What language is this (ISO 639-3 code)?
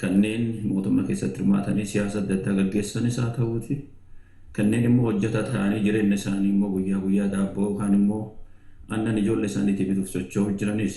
orm